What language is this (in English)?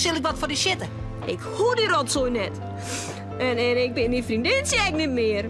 Western Frisian